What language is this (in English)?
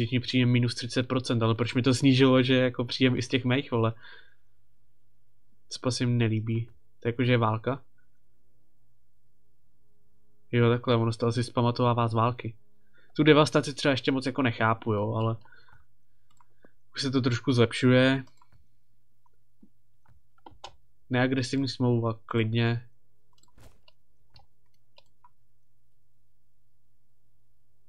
Czech